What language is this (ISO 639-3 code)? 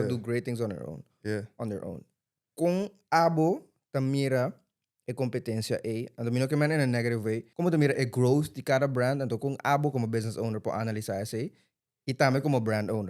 pap